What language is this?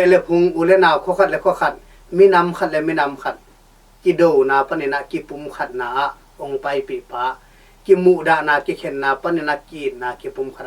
Tedim Chin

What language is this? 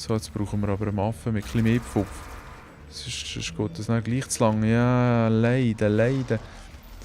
Swiss German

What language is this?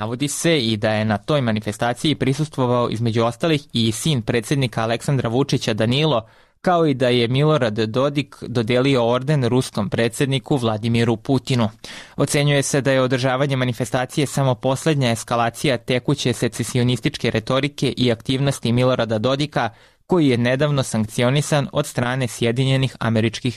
Serbian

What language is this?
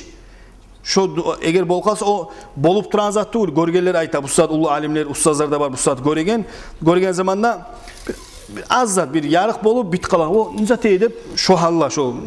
Kumyk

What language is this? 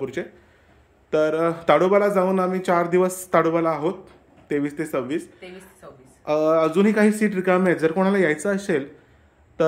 Marathi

